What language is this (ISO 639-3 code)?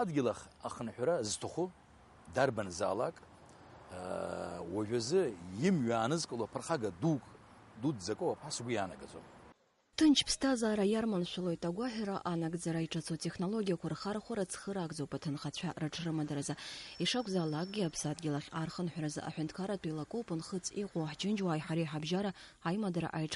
abk